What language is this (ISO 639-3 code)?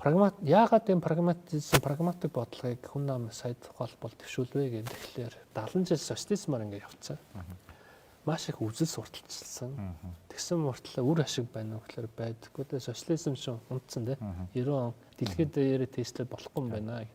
mon